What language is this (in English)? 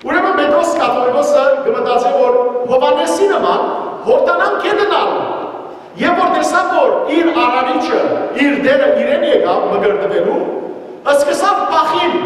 Western Armenian